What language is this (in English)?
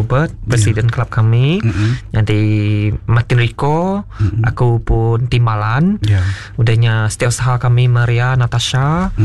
Iban